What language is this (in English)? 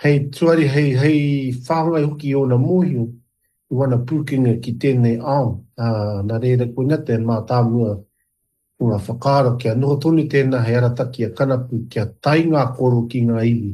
Māori